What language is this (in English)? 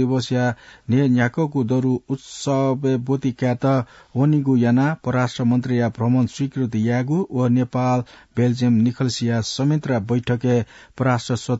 Newari